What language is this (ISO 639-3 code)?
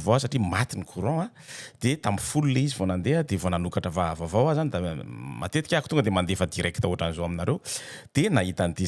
mlg